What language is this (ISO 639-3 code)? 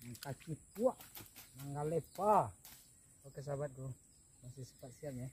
min